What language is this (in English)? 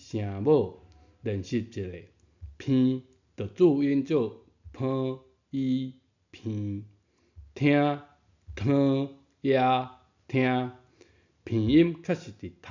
Min Nan Chinese